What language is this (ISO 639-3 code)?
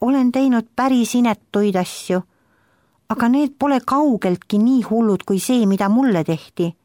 est